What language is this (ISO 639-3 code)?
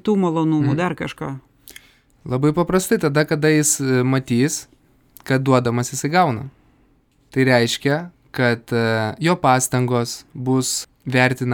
lit